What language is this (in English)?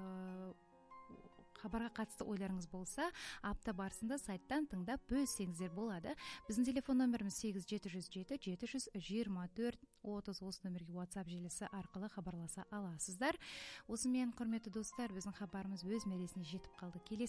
Kazakh